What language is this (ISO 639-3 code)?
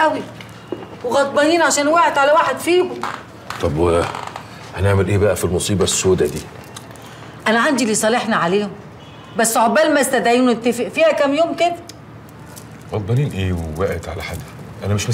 arz